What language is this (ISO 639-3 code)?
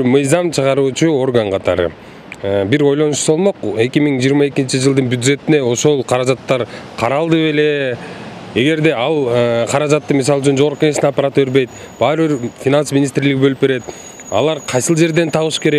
kir